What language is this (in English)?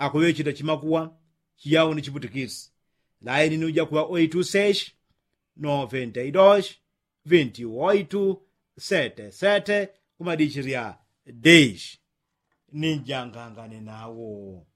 Yao